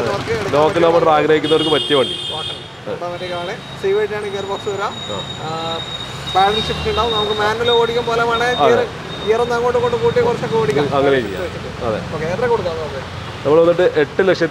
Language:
Malayalam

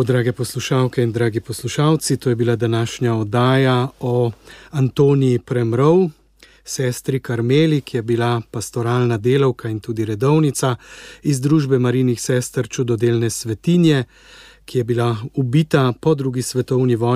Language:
Slovenian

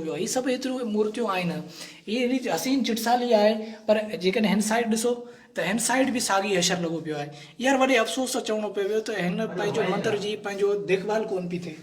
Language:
Sindhi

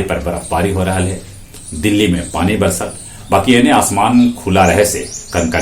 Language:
Magahi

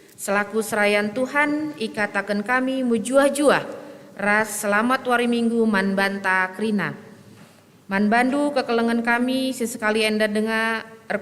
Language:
Batak Karo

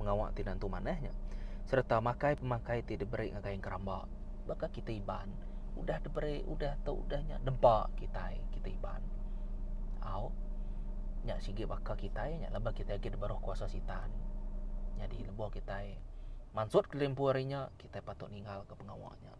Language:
Iban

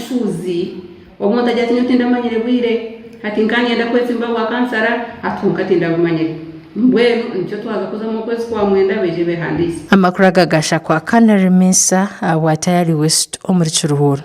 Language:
Nyankole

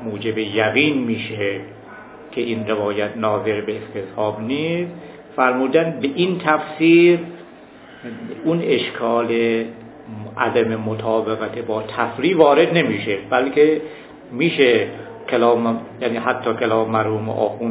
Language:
Persian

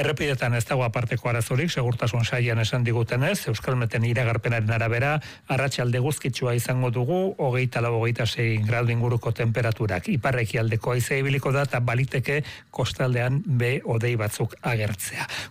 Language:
Basque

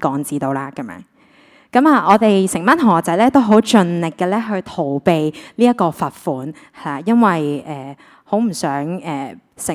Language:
Cantonese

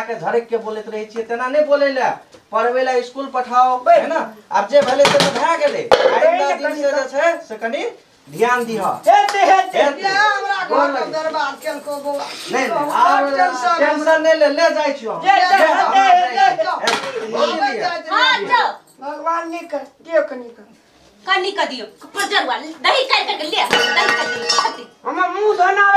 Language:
Maithili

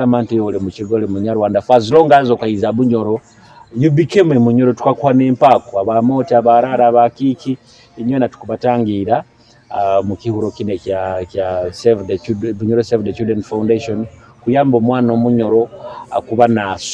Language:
Nyoro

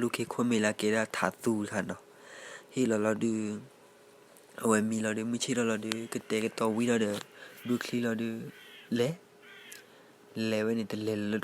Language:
S'gaw Karen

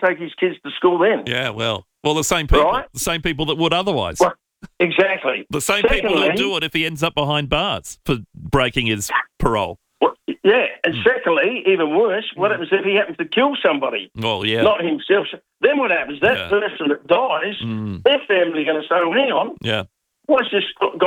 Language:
English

